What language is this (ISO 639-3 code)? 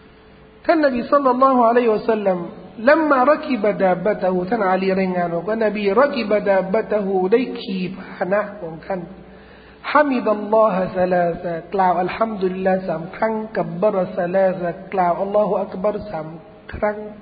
tha